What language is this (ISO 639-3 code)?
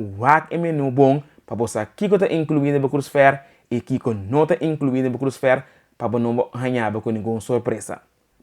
pap